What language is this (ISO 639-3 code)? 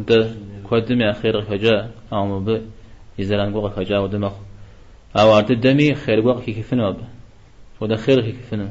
kbd